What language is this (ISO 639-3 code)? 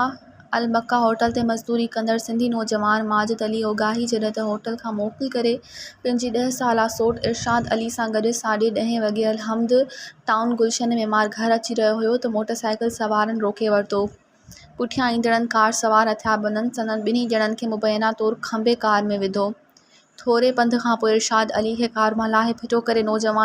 snd